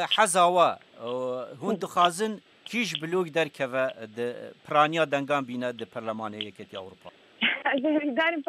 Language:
Kurdish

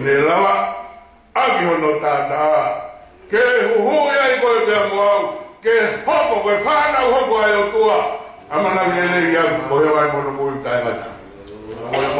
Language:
Tongan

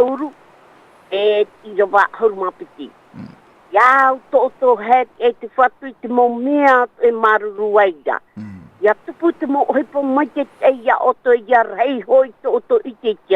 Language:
Tahitian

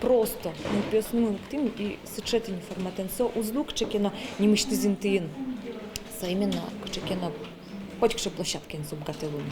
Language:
Udmurt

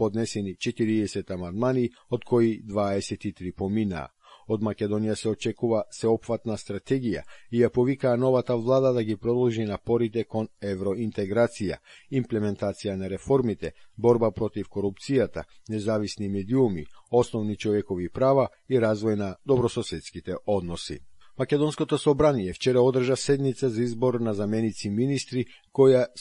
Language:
Macedonian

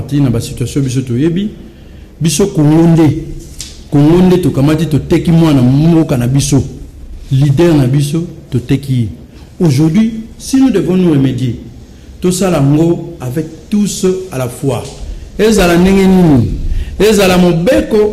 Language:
Lingala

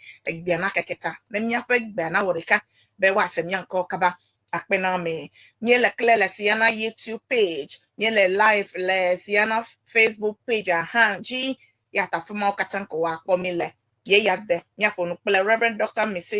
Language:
Ewe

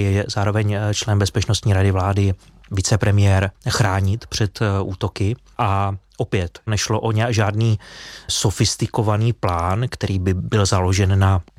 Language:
Czech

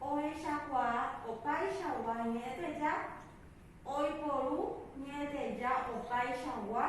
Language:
Guarani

